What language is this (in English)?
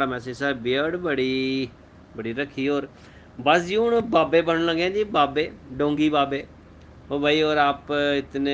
Dogri